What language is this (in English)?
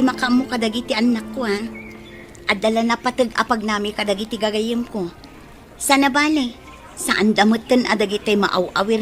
Iloko